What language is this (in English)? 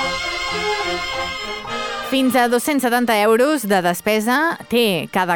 Catalan